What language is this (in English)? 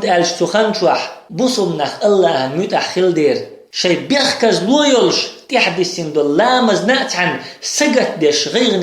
Chechen